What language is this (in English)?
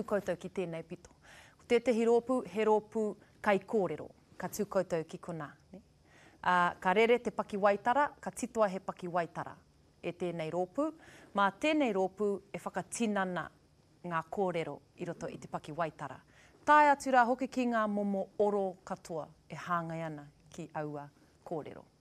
Māori